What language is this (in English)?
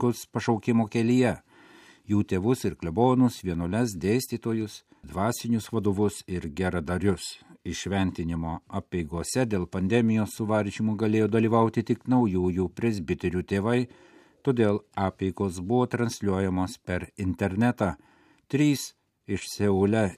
Lithuanian